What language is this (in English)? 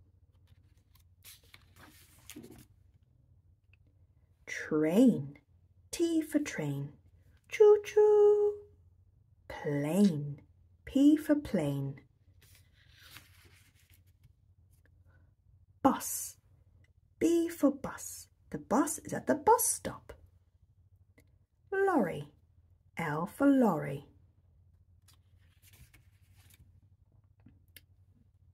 English